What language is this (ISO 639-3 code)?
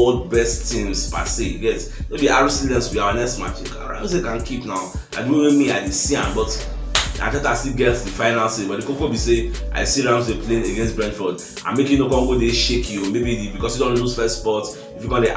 pcm